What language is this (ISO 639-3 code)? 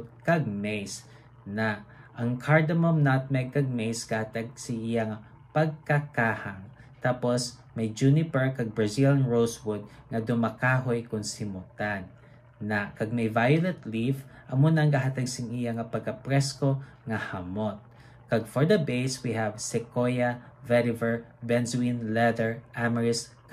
hil